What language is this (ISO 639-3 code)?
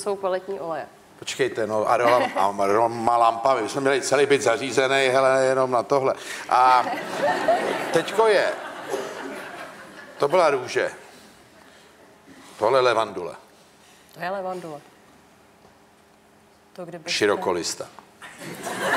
ces